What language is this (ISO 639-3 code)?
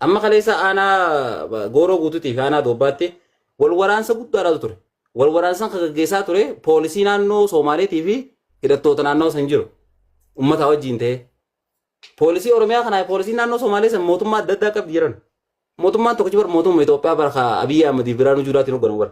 orm